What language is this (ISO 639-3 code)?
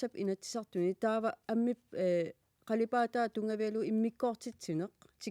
kal